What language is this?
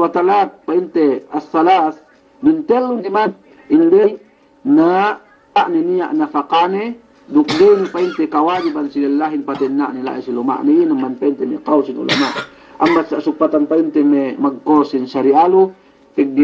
Yakan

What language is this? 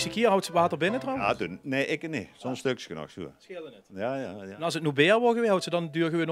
Limburgish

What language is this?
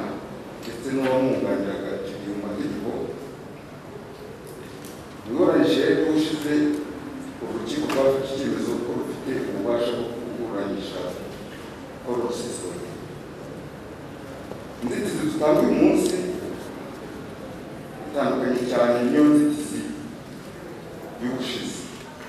Kinyarwanda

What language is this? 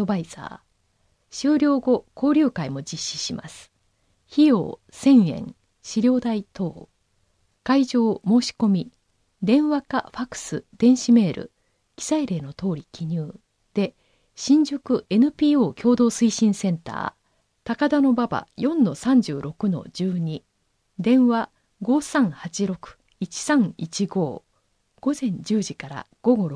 Japanese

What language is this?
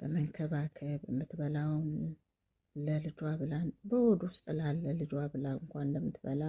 Amharic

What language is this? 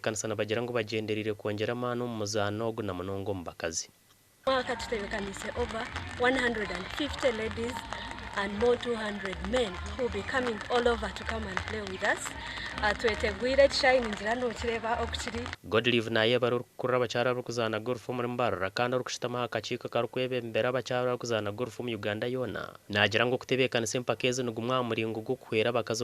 Nyankole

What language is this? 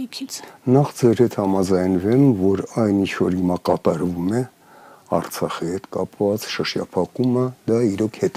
Armenian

